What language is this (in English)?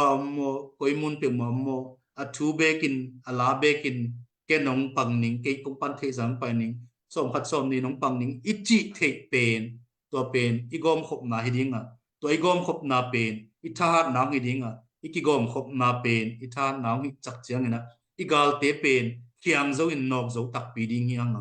Tedim Chin